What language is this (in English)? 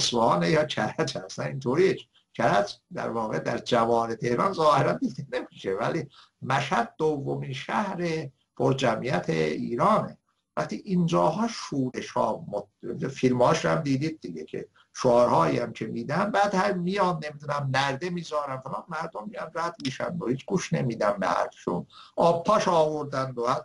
Persian